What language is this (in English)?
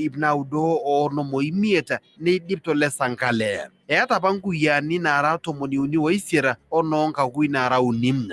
Masai